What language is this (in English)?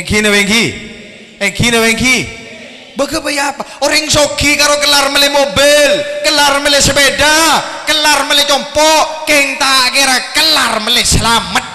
Madurese